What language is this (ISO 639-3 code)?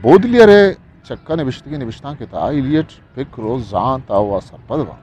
bgp